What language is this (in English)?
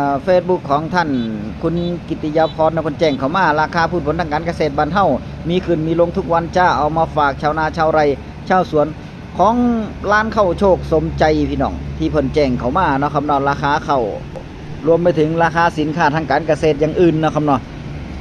Northeastern Thai